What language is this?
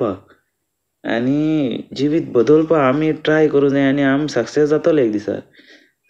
Konkani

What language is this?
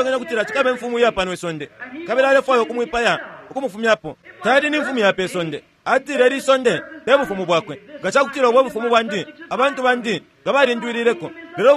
Bemba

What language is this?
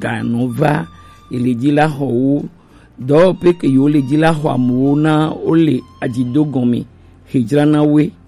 Gen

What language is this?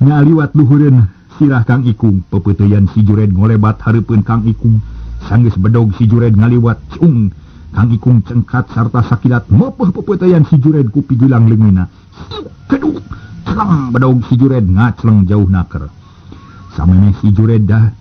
Sundanese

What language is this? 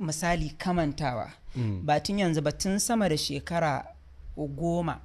Hausa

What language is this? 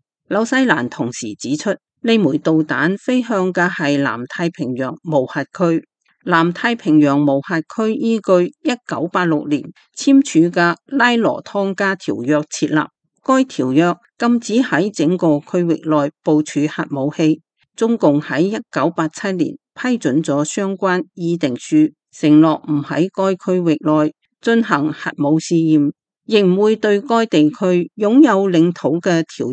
Cantonese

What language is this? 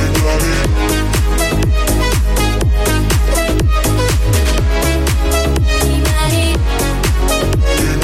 Polish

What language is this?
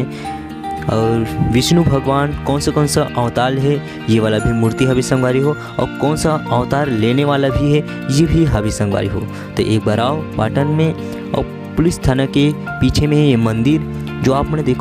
Chhattisgarhi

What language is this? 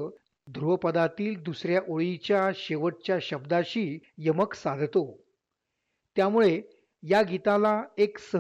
Marathi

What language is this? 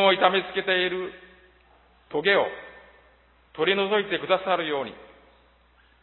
Japanese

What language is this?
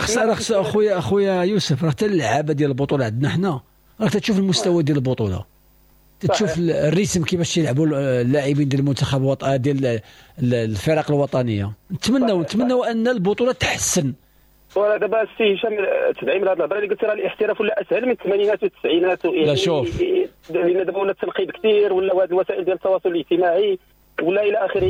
Moroccan Arabic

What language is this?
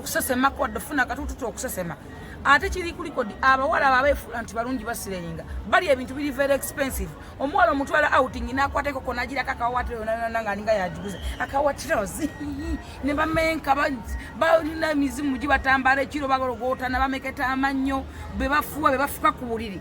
Ganda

